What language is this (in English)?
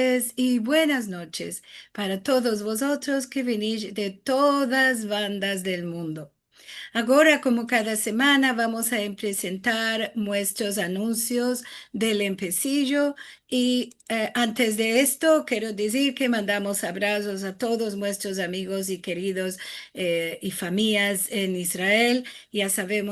Ladino